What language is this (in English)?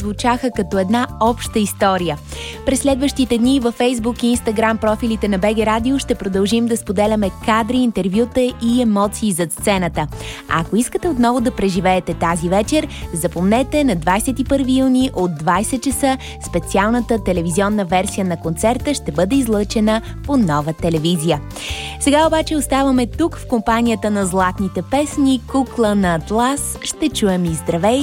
Bulgarian